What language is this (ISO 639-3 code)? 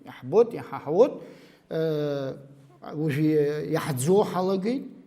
abk